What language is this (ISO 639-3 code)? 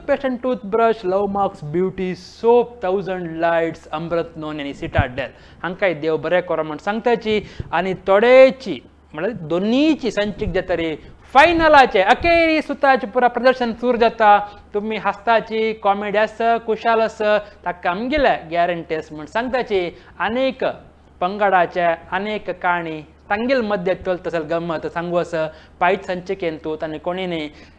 kok